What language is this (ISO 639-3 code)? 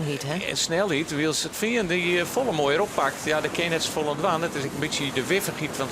fry